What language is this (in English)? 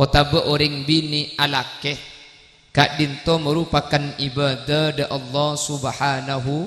Madurese